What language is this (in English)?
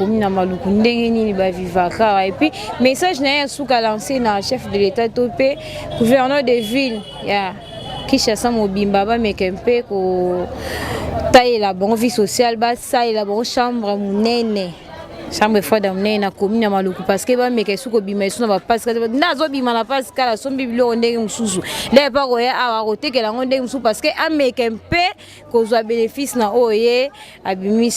Lingala